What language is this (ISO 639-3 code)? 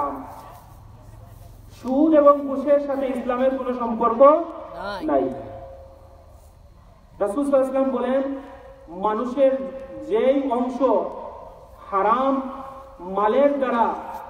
ben